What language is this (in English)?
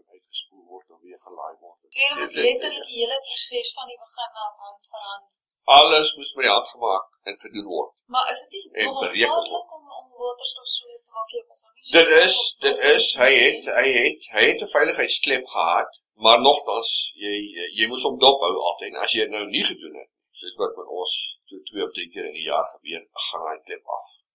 Afrikaans